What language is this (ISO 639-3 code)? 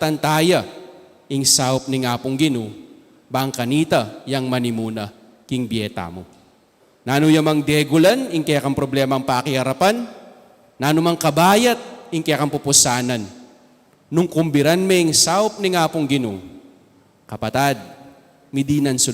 pam